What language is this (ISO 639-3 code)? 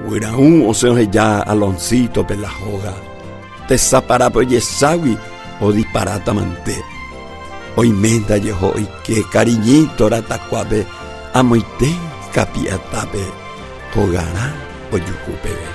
grn